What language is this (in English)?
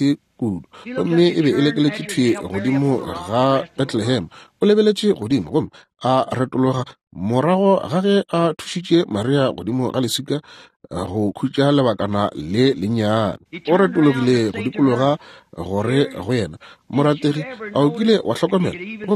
Northern Sotho